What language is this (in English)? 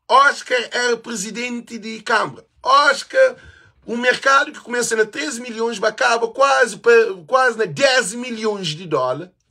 Kabuverdianu